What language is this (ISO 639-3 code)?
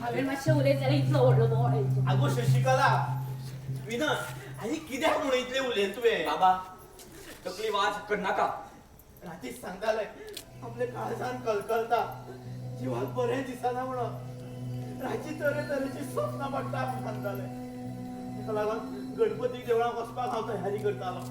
kok